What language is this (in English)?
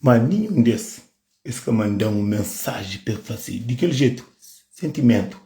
Kabuverdianu